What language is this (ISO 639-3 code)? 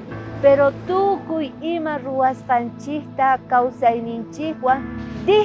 quh